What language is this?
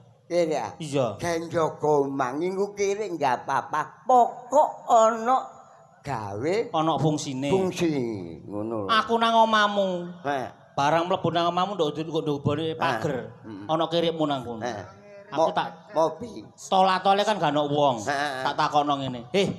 Javanese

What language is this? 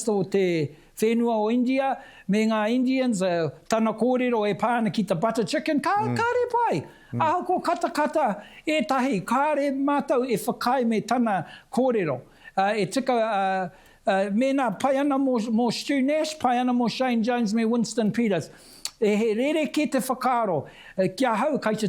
Māori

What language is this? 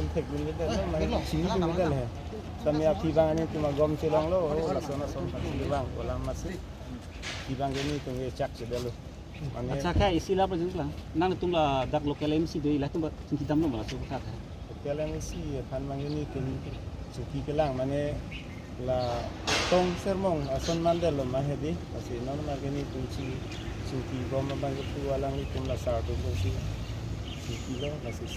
Karbi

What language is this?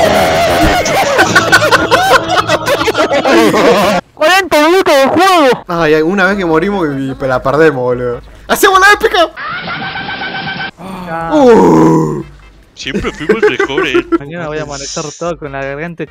Spanish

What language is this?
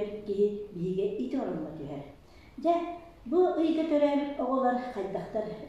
Yakut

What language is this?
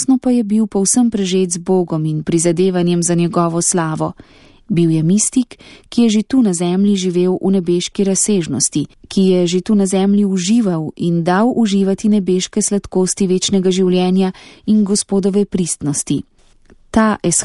Slovenian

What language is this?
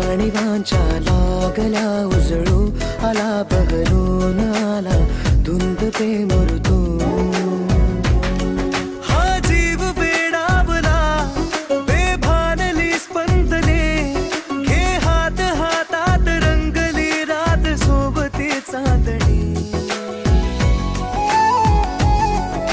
Marathi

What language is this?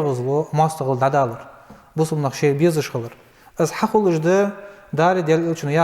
Ingush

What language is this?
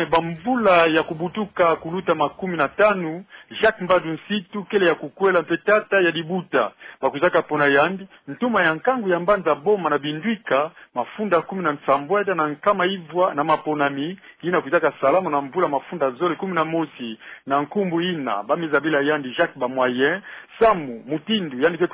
Kituba (Democratic Republic of Congo)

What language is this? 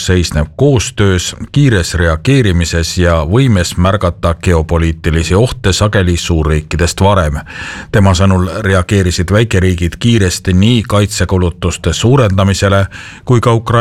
Estonian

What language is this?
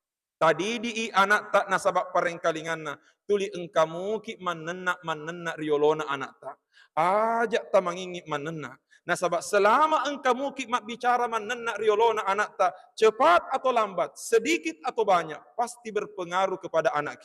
Buginese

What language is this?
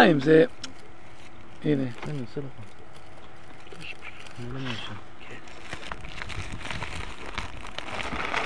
Hebrew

